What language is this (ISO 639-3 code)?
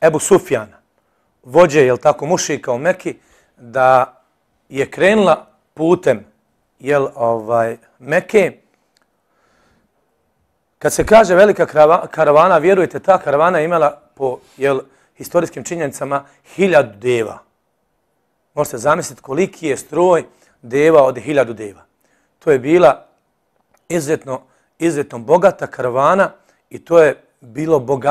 bos